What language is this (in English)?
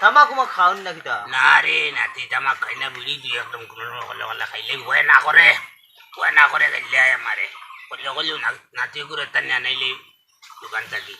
Sylheti